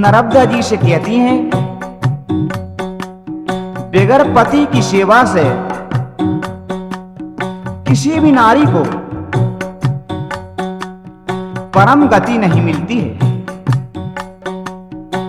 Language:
Hindi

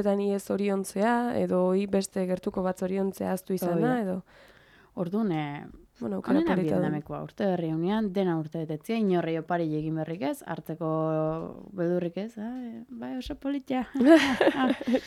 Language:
Basque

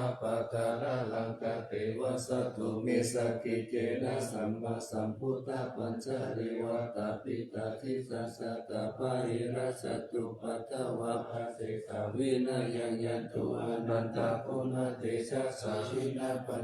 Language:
Pali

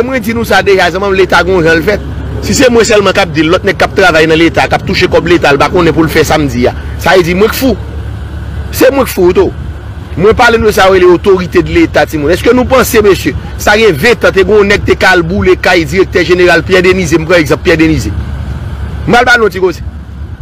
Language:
Haitian Creole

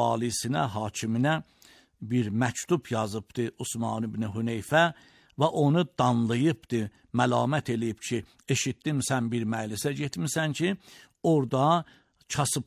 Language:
Azerbaijani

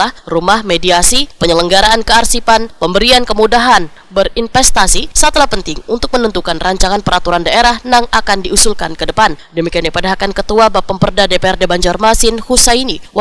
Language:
Banjar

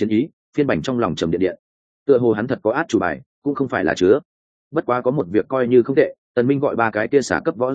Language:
Vietnamese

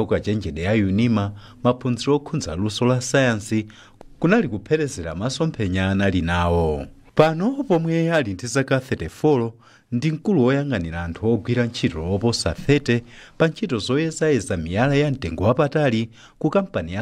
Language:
Nyanja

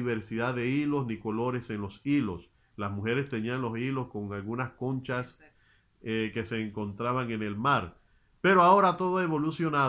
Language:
Spanish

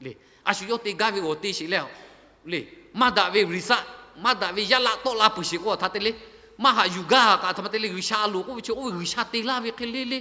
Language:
Lahu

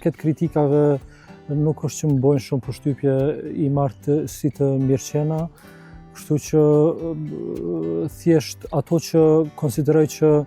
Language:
Albanian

